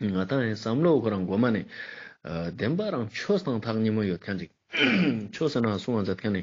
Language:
Ladakhi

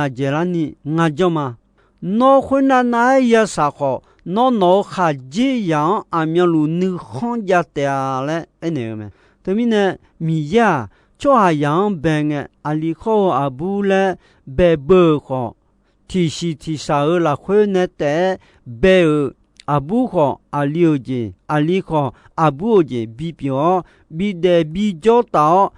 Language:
Akha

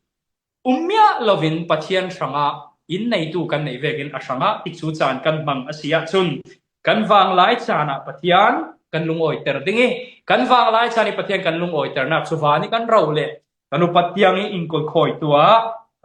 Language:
Falam Chin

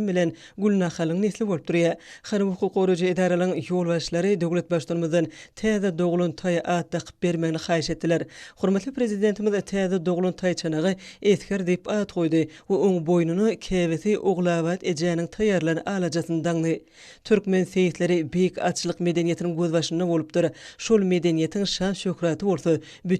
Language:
Turkmen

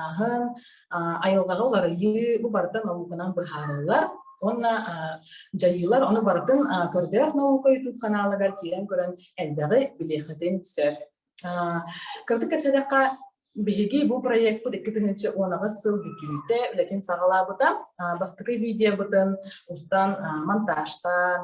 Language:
Yakut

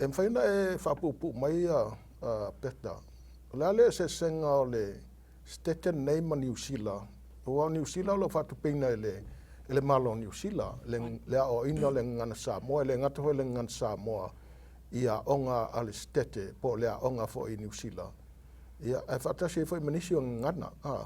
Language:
Samoan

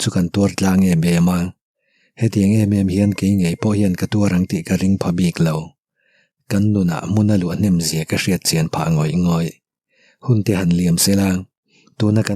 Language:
Mizo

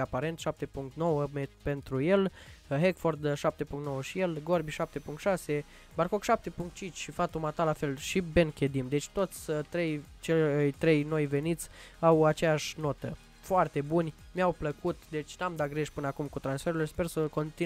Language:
Romanian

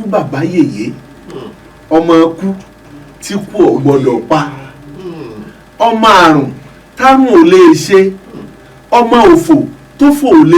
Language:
Yoruba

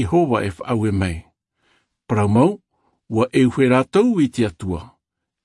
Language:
Tahitian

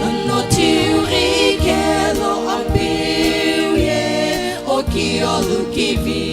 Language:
Sumi Naga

